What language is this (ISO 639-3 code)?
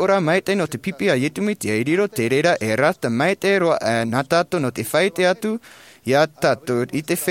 tah